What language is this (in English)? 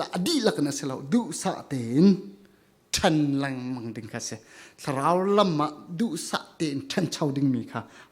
Falam Chin